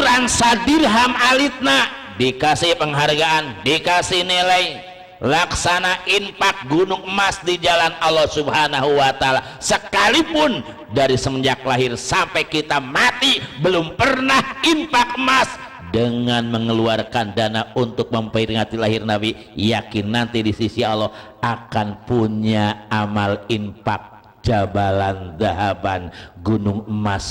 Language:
Sundanese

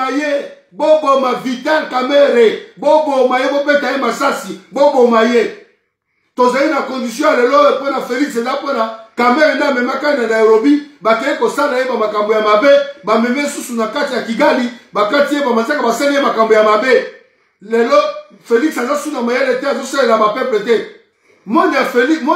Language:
Lingala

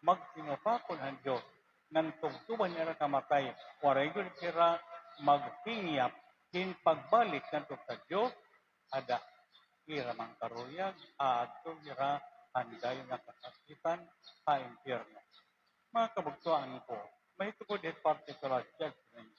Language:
Waray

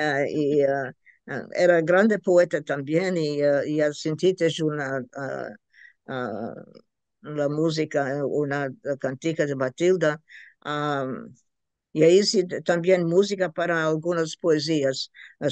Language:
Ladino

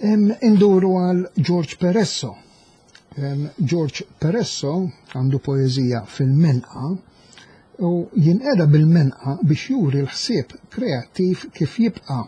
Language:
Maltese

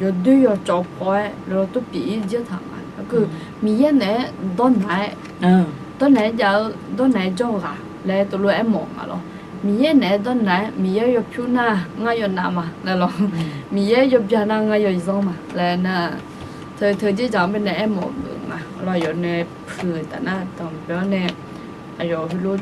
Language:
Akha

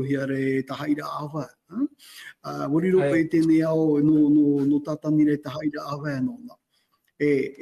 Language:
Tahitian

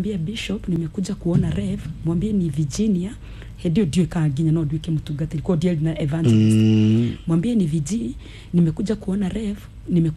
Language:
Kikuyu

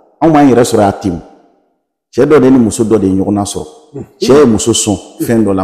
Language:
Bambara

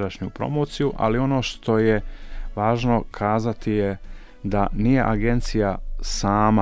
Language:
Bosnian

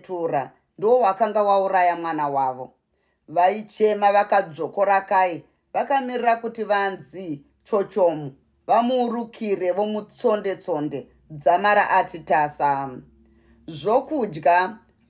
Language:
Shona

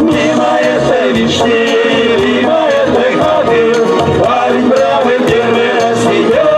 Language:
Chuvash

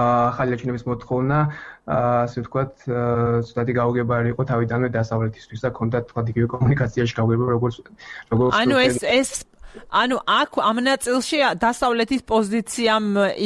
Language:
Georgian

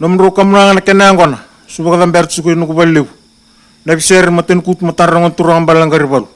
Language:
Fijian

